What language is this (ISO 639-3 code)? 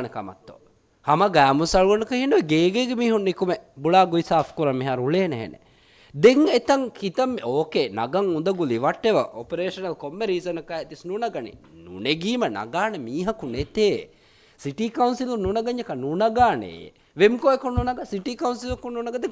div